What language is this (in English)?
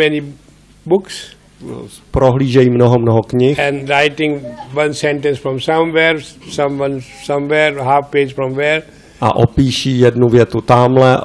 Czech